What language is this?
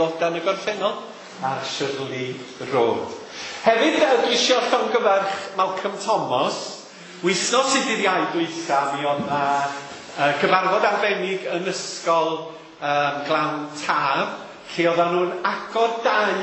Welsh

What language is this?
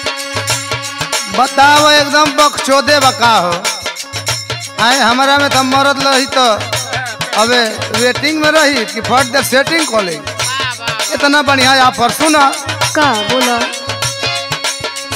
Bhojpuri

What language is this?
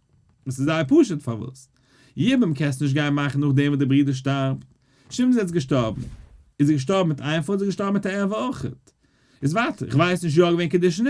Yiddish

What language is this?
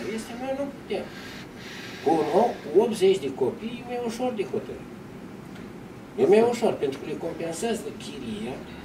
Romanian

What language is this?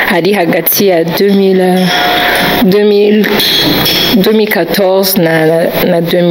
Rundi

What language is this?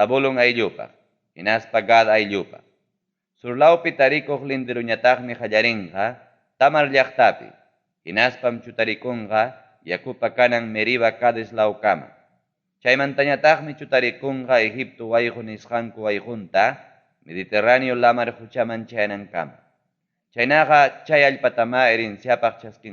Ayacucho Quechua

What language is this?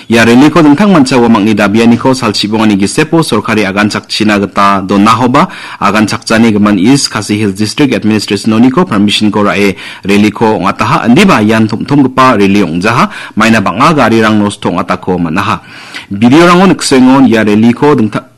Garo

